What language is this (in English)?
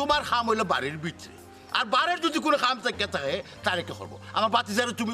Sylheti